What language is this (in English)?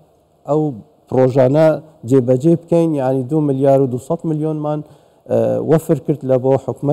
Central Kurdish